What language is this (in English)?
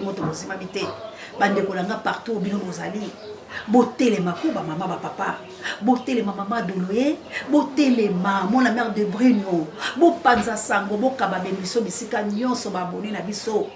Lingala